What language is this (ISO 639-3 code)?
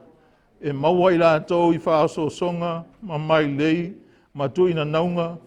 smo